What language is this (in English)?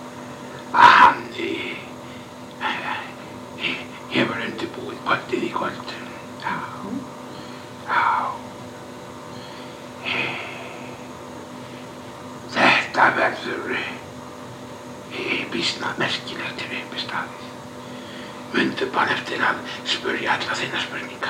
Icelandic